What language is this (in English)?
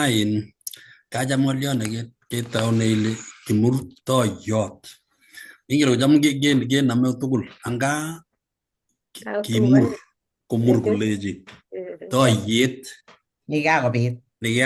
Kalenjin